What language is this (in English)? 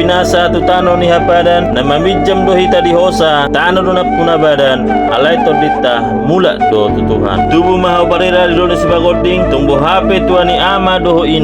Batak Toba